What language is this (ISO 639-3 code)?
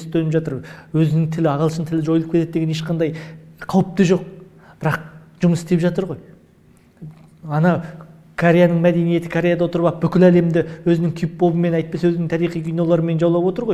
kaz